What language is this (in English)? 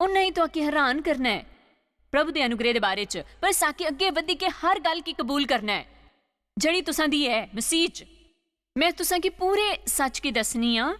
Dogri